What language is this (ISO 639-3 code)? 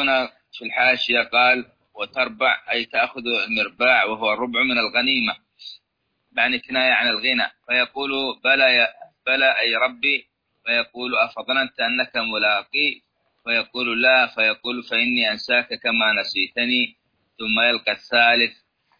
ara